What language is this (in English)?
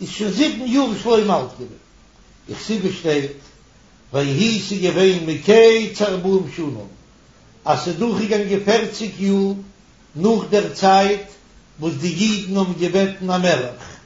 Yiddish